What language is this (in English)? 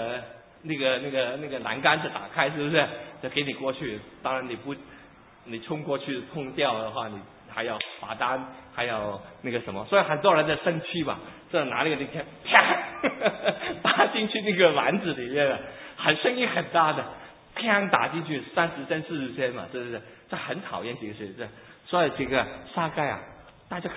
Chinese